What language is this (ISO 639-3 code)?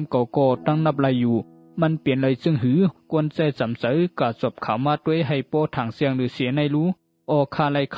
shn